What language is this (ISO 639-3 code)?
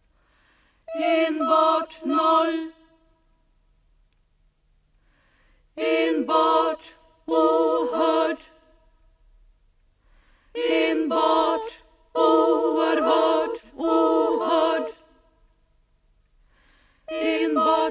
swe